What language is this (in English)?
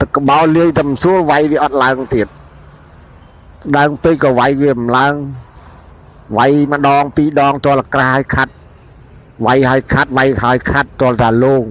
Khmer